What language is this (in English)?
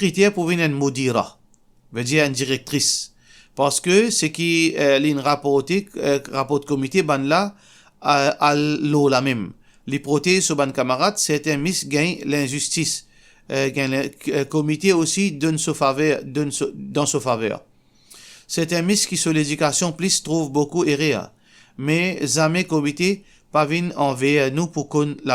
Morisyen